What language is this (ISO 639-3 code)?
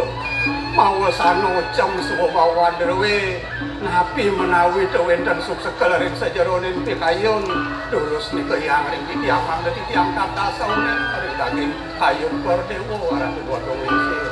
ban